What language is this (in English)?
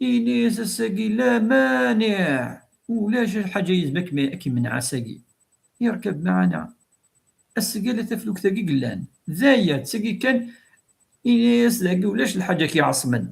Kabyle